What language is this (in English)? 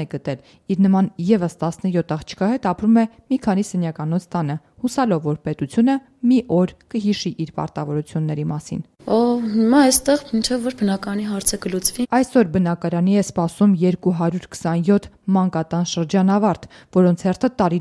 Armenian